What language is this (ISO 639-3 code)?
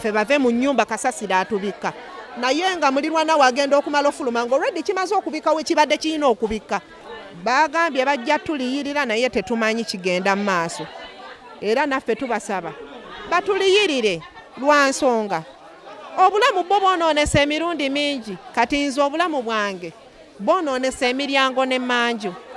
lug